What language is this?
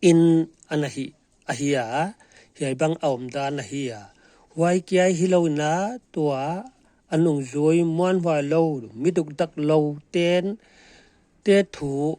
Paite Chin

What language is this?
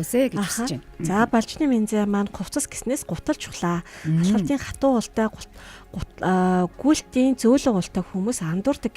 Mongolian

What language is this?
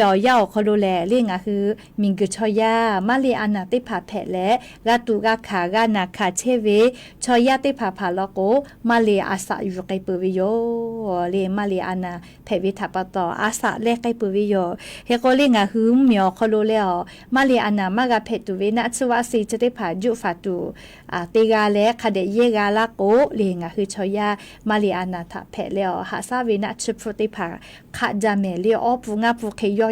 Lahu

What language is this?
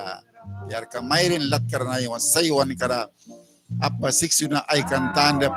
Mískito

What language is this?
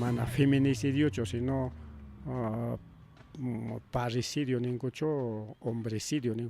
Ayacucho Quechua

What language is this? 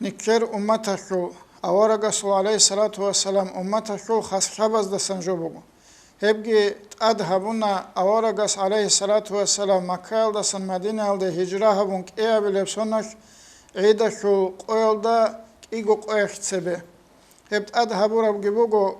Avaric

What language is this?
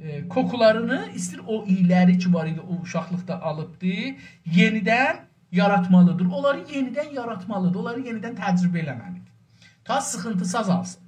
South Azerbaijani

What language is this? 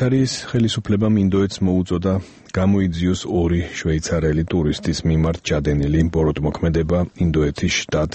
Georgian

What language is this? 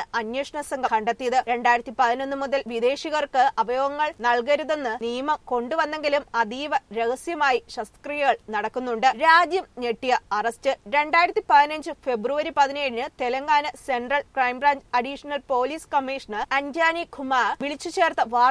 Malayalam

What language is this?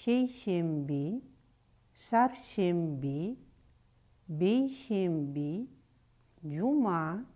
Kyrgyz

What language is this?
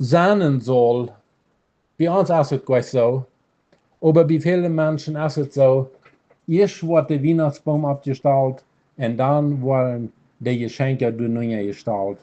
Plautdietsch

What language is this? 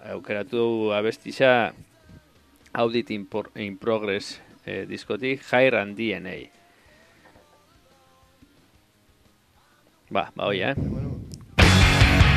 Basque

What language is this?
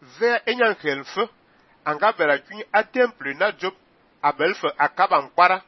Fang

